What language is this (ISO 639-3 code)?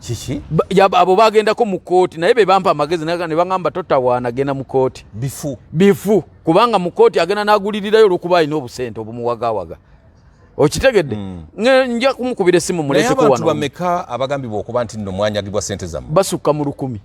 lug